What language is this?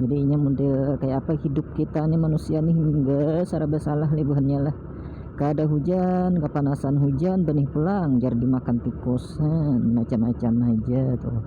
Banjar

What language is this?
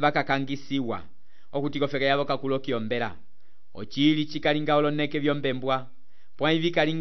Umbundu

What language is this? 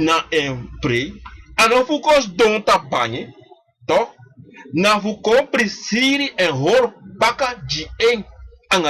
Sranan Tongo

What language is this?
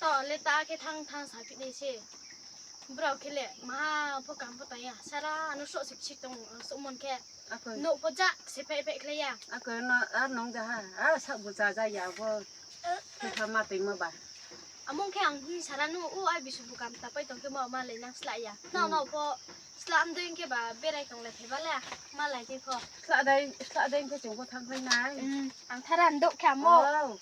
Riang (India)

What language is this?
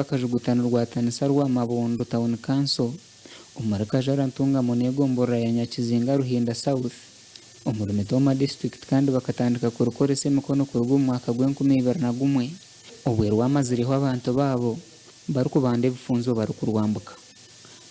Nyankole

